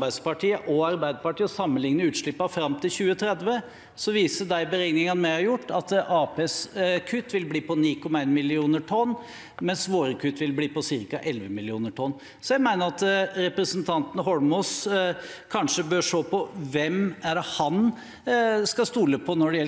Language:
Norwegian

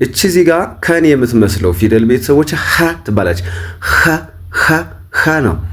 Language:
Amharic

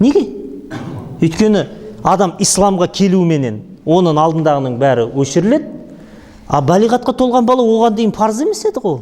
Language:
Kazakh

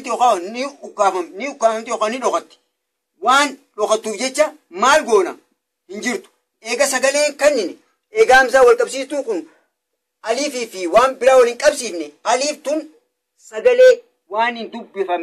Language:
Oromo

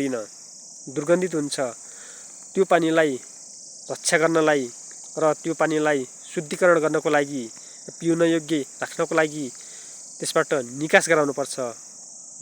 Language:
Nepali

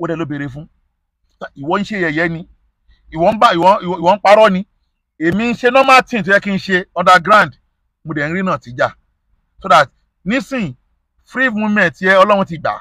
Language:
Yoruba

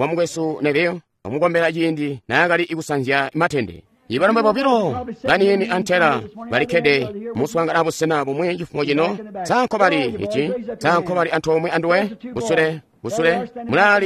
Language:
Tonga (Zambia)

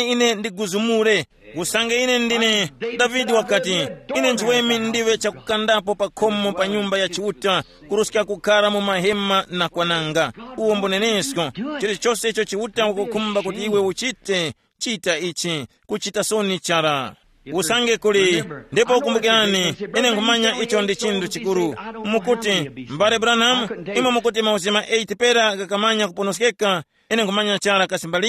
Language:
Tumbuka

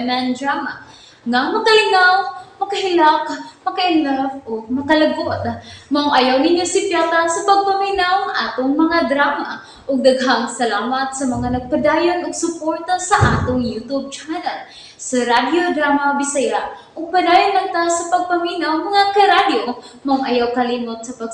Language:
Cebuano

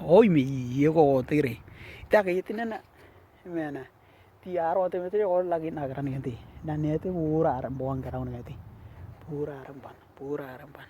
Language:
Western Dani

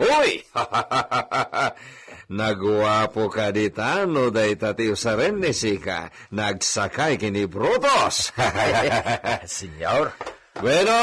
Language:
Iloko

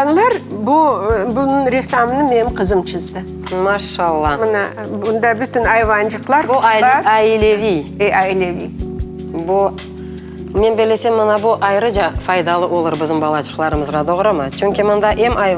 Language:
Crimean Tatar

